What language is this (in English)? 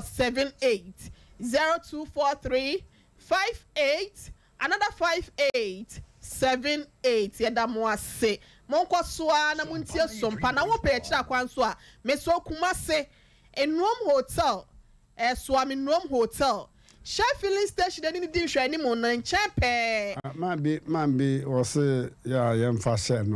Akan